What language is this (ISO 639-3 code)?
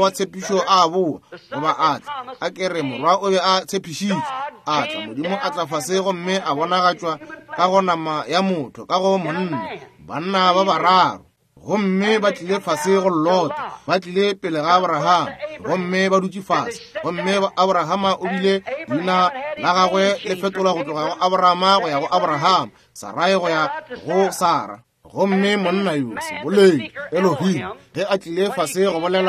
nso